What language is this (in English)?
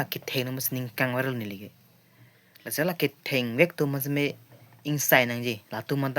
Karbi